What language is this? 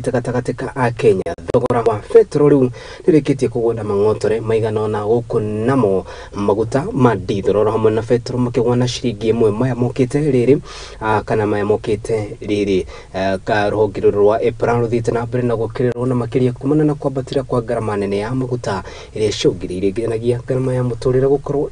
Kikuyu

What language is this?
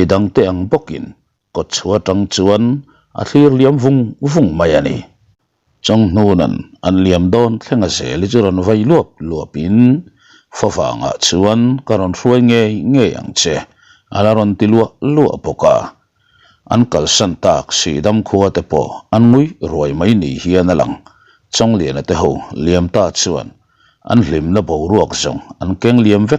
Mizo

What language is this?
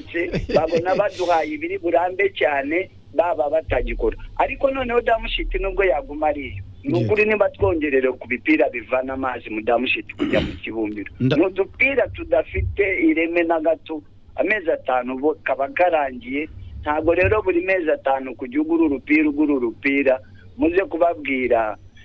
Kinyarwanda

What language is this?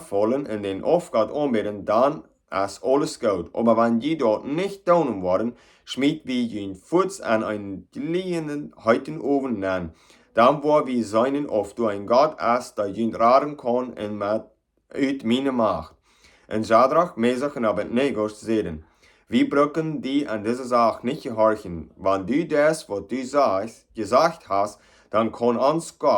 Plautdietsch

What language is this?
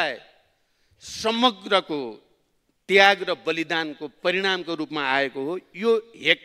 Nepali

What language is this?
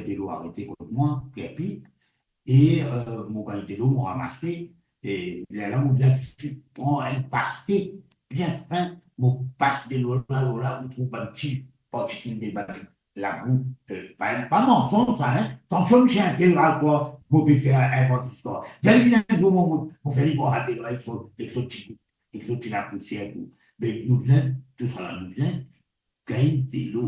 Morisyen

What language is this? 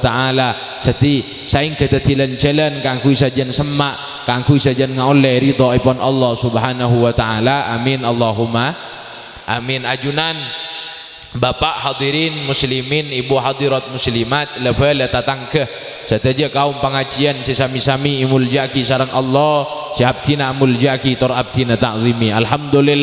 Madurese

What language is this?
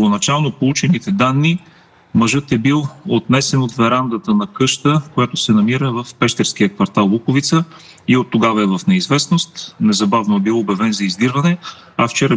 Bulgarian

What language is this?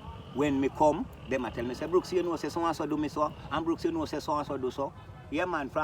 Jamaican Creole English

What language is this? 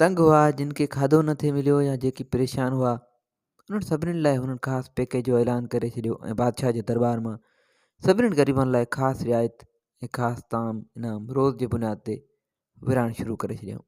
Sindhi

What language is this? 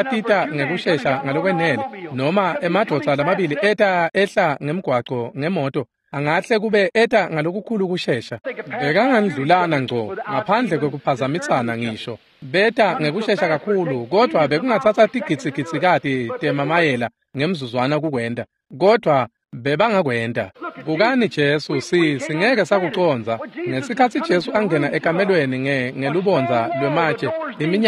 Swati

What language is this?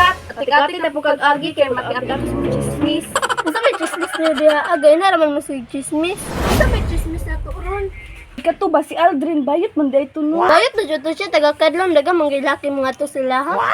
Cebuano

